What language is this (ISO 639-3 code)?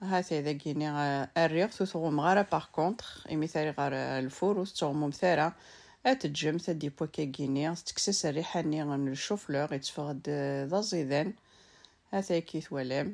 kab